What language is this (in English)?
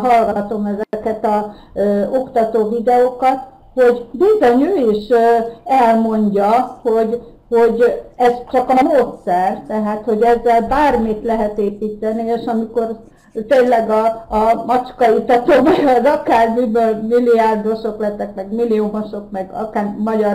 Hungarian